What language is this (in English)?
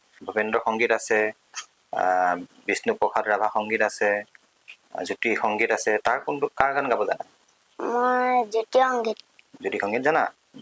Assamese